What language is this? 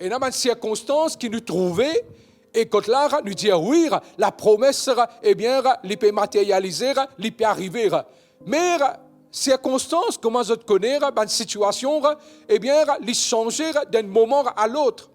Morisyen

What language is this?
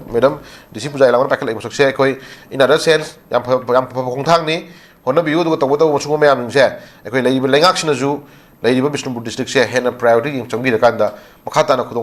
Manipuri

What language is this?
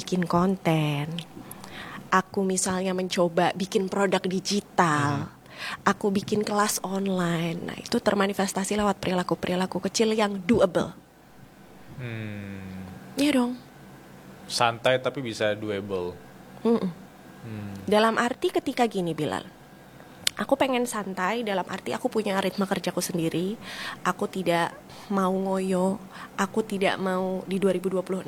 Indonesian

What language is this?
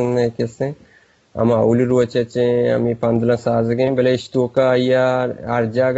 Eastern Balochi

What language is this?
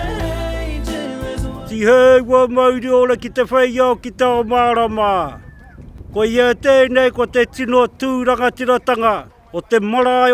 Māori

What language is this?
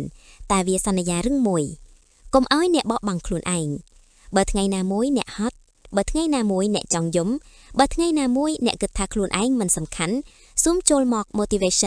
Khmer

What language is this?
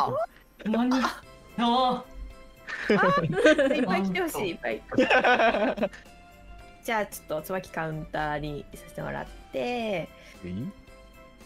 Japanese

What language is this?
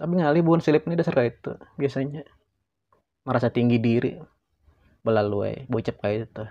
Banjar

